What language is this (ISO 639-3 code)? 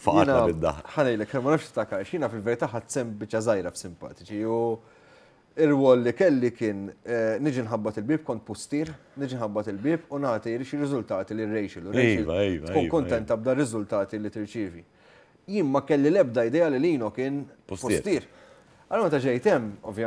mlt